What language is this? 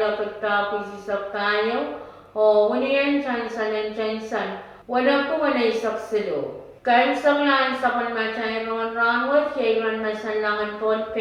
Pohnpeian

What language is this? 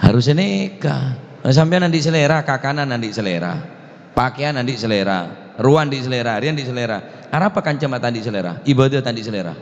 Madurese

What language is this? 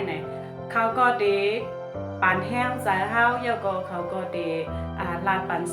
Shan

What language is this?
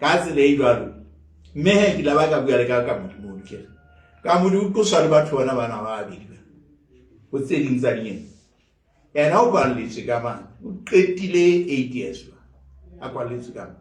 Southern Sotho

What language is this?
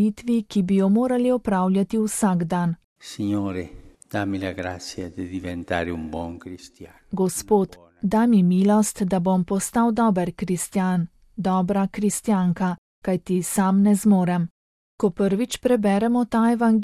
Slovenian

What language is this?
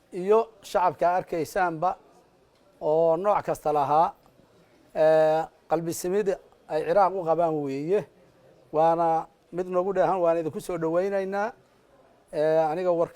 Somali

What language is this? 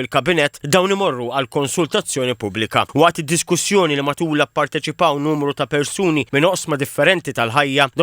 Maltese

